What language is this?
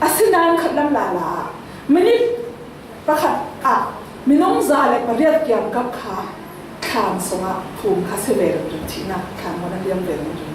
Falam Chin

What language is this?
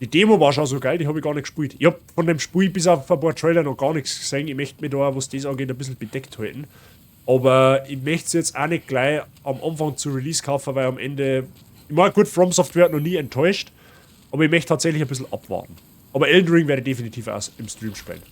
Bavarian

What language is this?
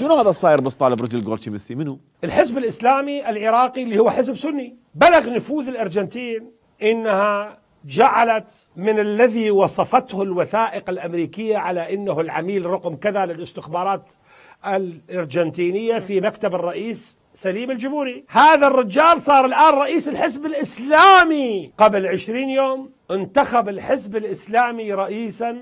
Mesopotamian Arabic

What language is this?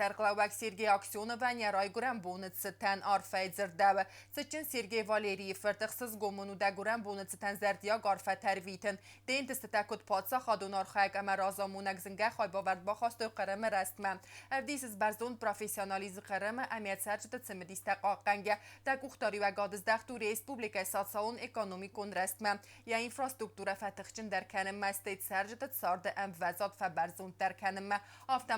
Ossetic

